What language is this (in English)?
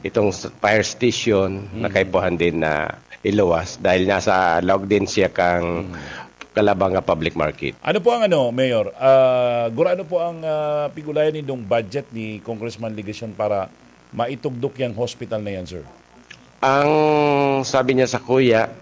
Bikol